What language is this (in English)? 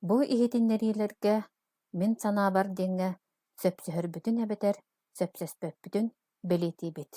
Yakut